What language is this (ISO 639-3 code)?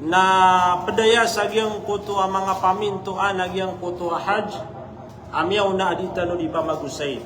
mrw